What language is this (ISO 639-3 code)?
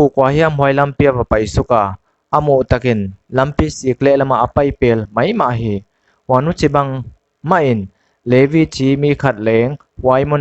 pck